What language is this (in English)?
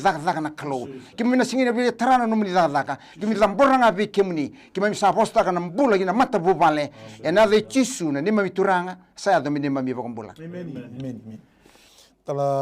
Fijian